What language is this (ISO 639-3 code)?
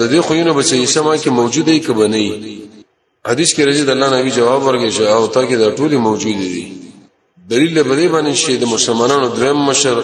pus